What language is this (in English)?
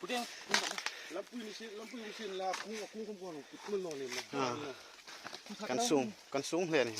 Hmar